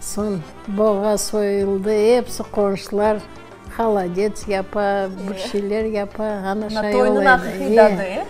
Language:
Crimean Tatar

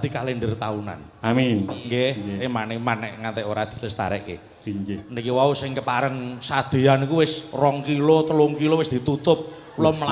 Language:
Javanese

